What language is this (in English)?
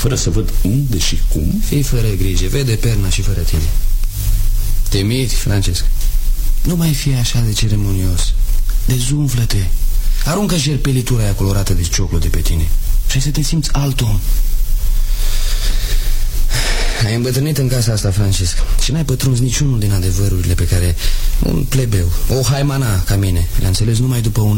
Romanian